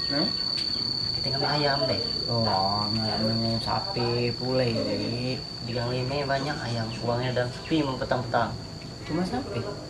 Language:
Musi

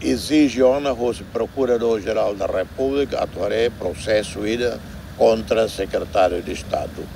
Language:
Tetum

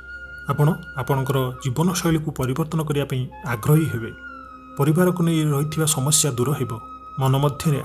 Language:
Odia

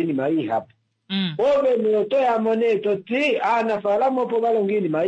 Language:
Kuanyama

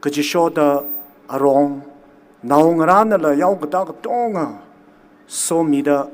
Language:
Tangkhul Naga (India)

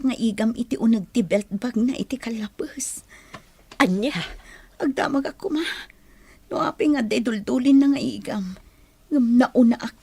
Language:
Iloko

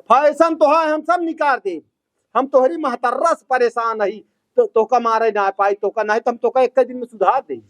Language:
Awadhi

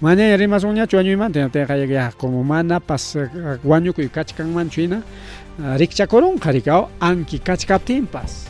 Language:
Ayacucho Quechua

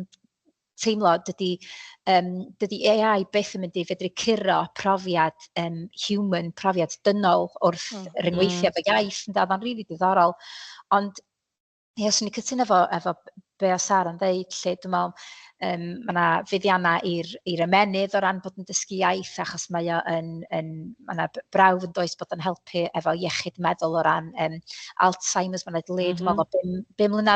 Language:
Welsh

